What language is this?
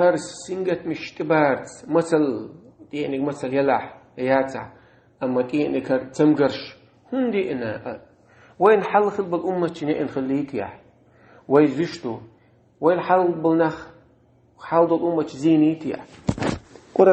Chechen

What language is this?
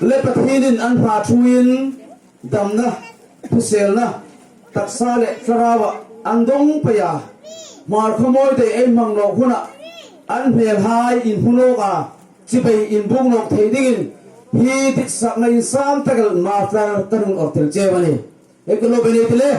Hmar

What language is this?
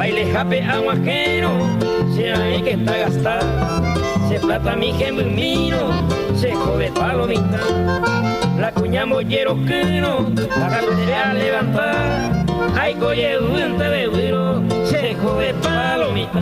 Guarani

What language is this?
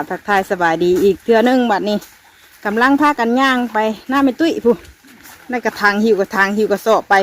Northeastern Thai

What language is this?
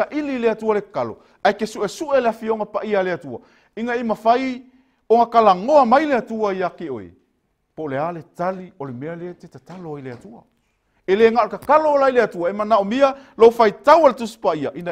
Samoan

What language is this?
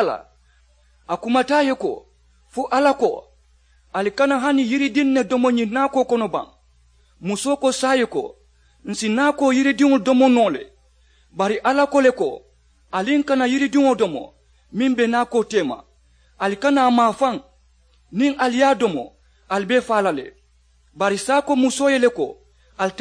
Mandingo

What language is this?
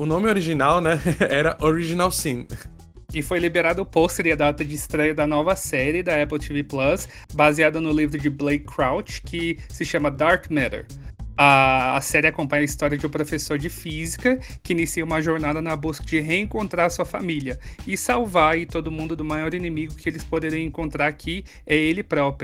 Portuguese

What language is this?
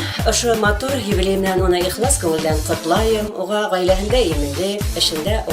Bashkir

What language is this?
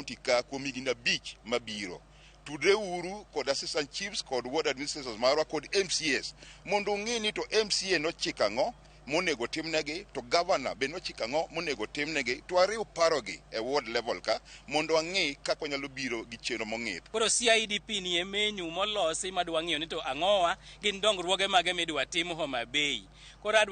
Luo (Kenya and Tanzania)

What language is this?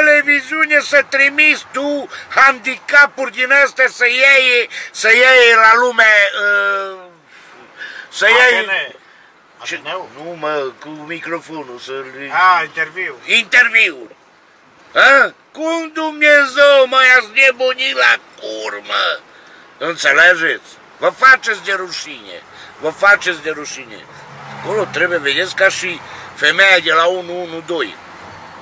Romanian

